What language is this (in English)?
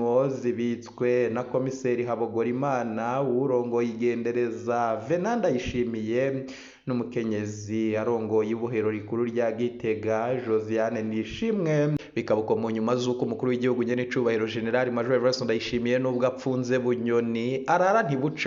Rundi